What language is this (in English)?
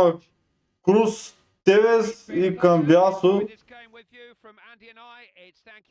Bulgarian